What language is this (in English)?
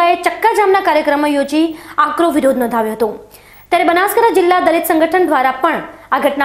Gujarati